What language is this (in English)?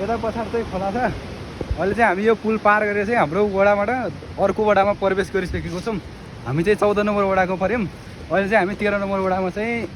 Nepali